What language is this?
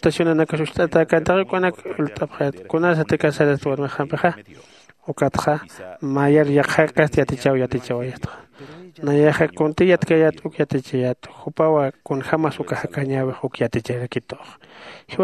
Aymara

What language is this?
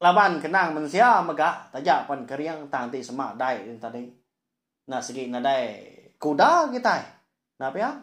Iban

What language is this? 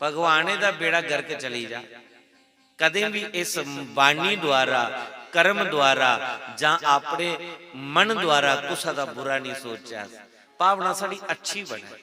Dogri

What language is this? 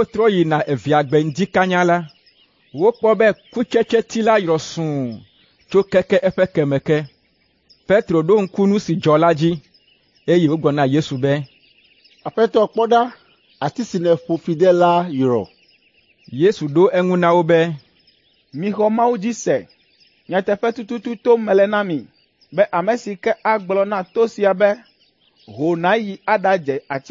Ewe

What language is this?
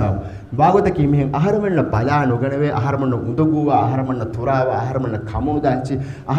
Divehi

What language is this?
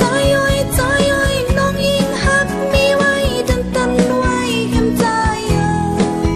Shan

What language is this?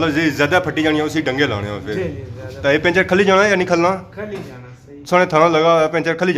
Pahari-Potwari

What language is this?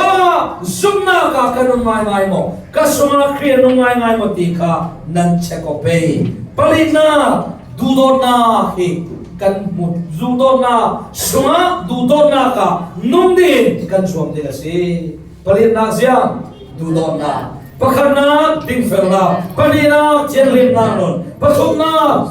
Falam Chin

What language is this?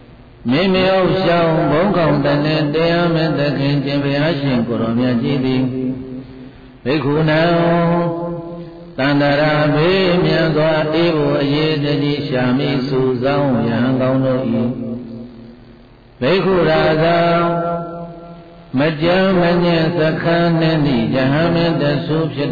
Burmese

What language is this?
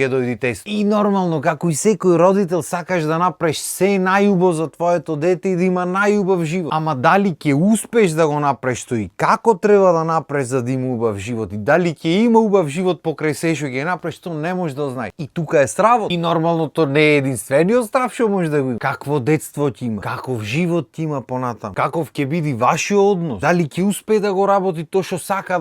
Macedonian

